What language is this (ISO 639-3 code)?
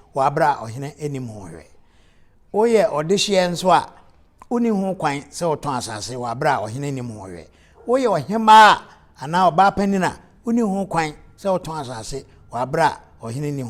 aka